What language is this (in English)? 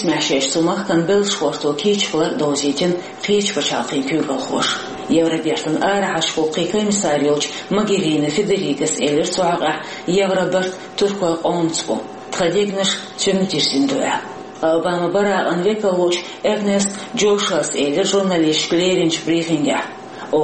Chechen